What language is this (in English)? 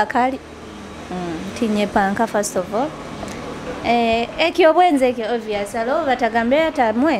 Nyoro